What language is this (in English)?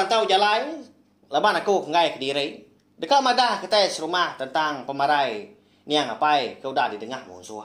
Iban